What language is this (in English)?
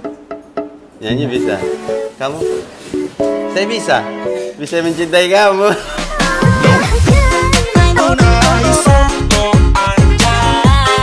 Indonesian